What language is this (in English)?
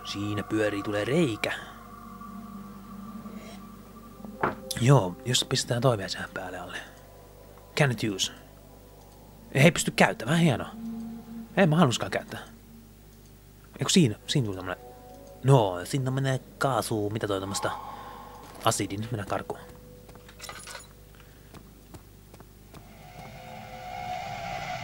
Finnish